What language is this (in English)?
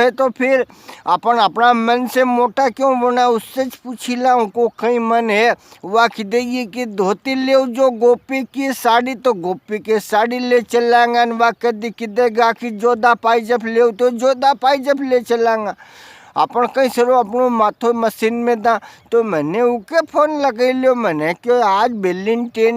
Rajasthani